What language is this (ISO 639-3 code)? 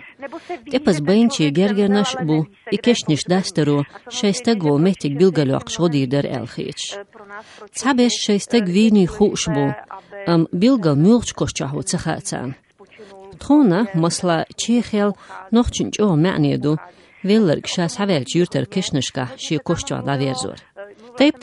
che